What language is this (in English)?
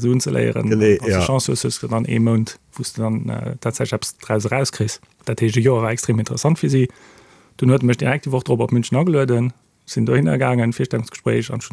Luxembourgish